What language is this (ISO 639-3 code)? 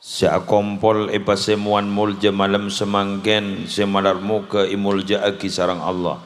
mad